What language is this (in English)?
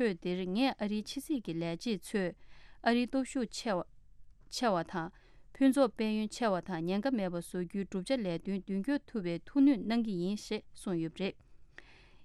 Tibetan